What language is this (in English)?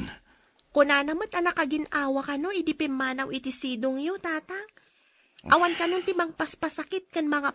Iloko